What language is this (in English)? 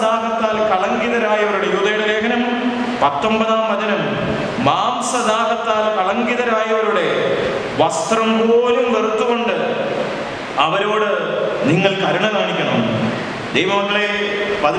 Malayalam